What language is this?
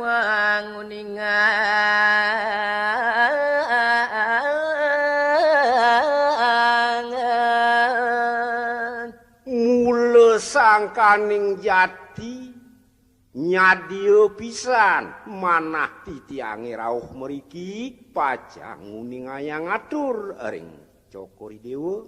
Balinese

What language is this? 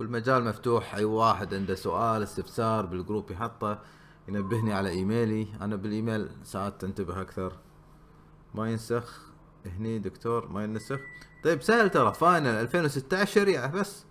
Gulf Arabic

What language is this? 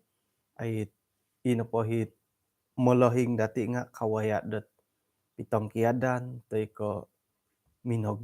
Central Dusun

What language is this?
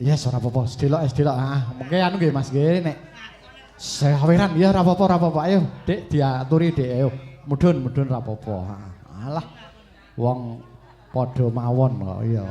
Javanese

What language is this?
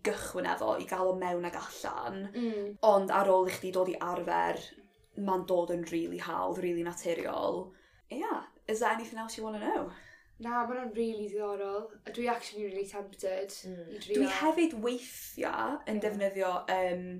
Welsh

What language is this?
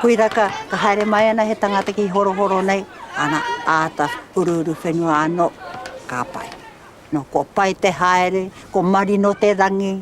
Māori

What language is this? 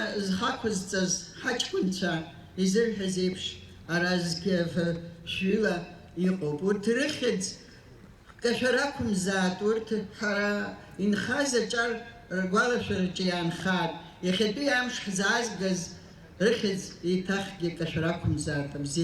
Abkhazian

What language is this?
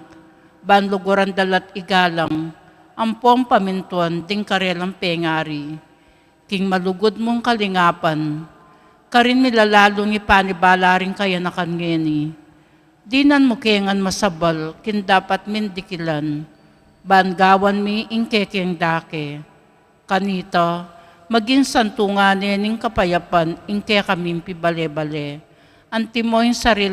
Pampanga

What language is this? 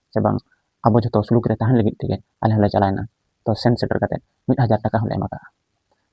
Santali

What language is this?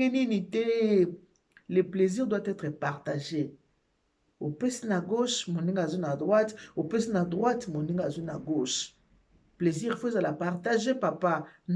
Lingala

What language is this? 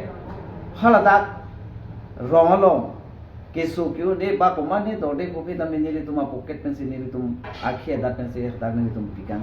Karbi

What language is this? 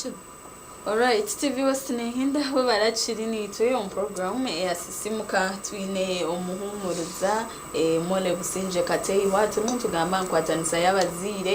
Nyankole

